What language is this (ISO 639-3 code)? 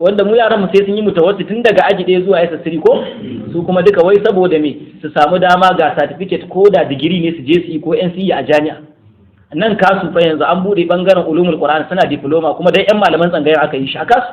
hau